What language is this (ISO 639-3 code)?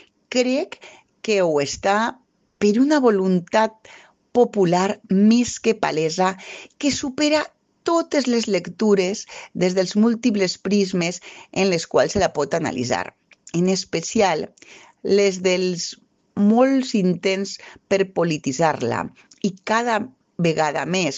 cat